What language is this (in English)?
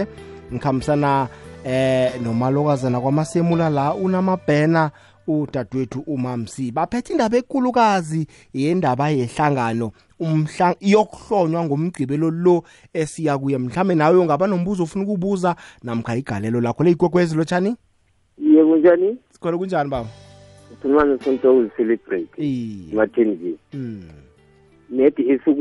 South Ndebele